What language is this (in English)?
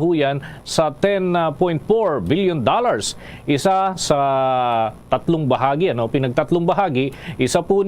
Hiligaynon